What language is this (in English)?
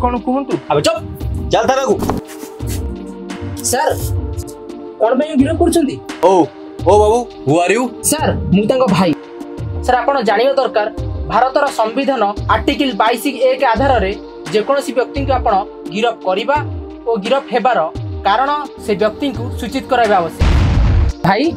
Odia